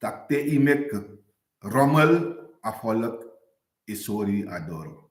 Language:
Sranan Tongo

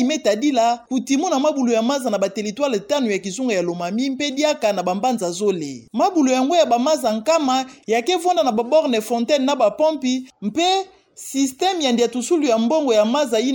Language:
Kituba (Democratic Republic of Congo)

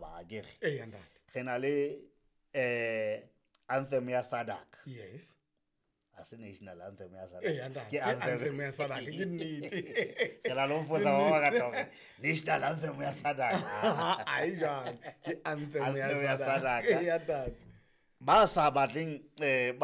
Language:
Southern Sotho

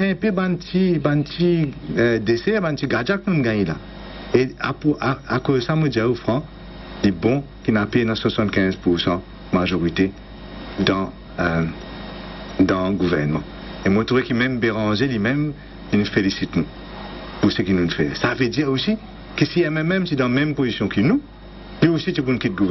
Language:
Morisyen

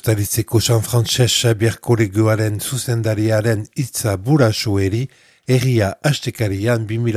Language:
Basque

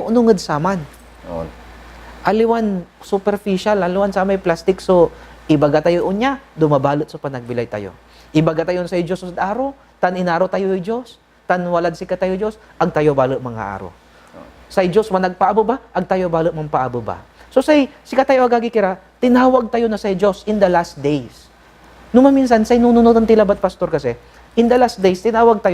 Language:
Pangasinan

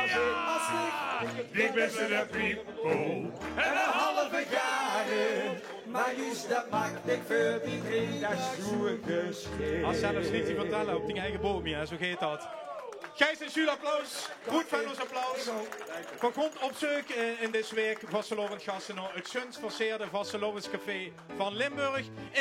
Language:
Limburgish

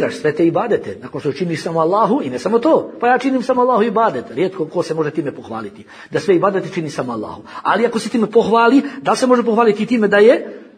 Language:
Bosnian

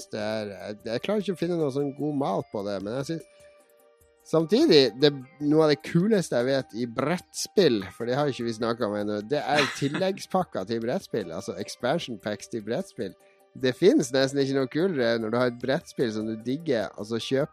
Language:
Norwegian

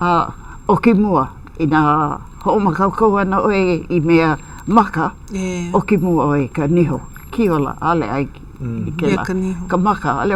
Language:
Hawaiian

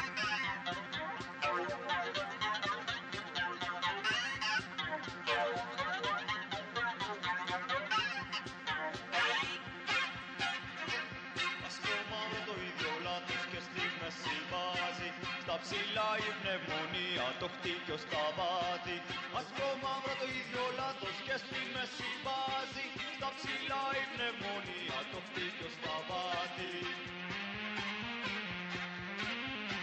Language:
Greek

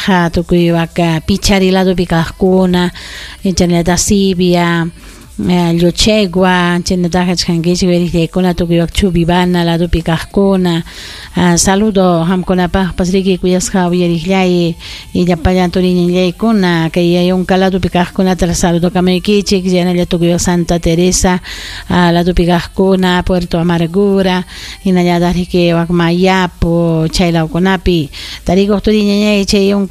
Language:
Ayacucho Quechua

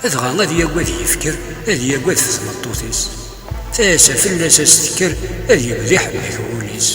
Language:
Kabyle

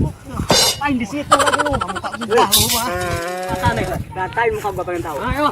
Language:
Betawi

